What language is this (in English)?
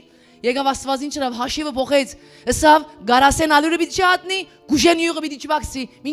Western Armenian